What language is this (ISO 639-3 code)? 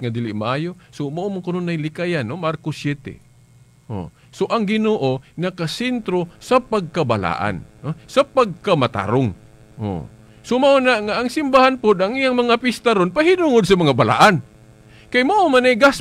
ceb